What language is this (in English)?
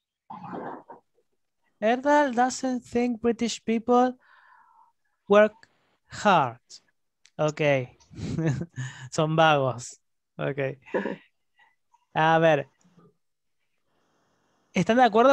Spanish